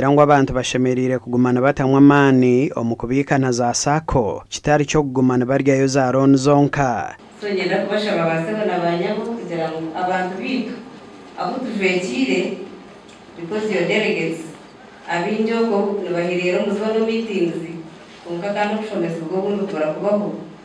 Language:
Nyankole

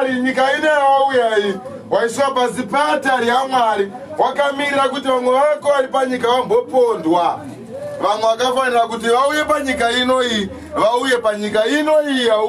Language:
Shona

